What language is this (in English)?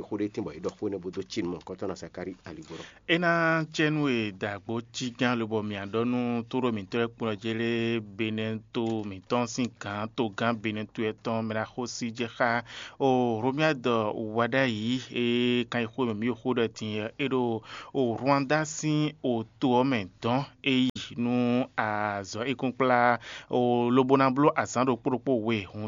Fon